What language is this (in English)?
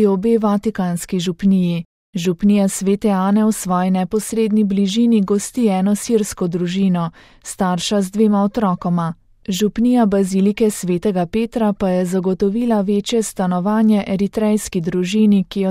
Slovenian